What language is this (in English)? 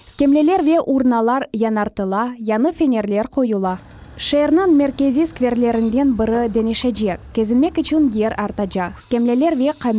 Crimean Tatar